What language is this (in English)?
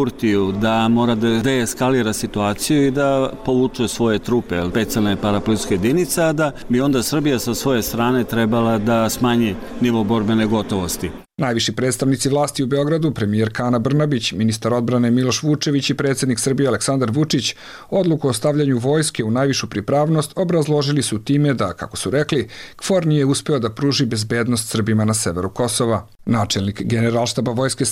Serbian